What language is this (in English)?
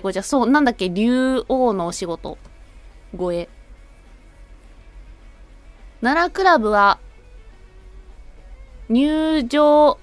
Japanese